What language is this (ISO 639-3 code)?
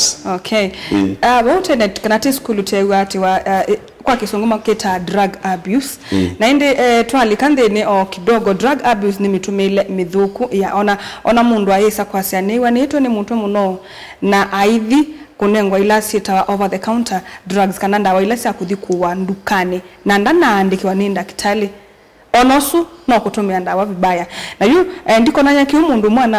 kam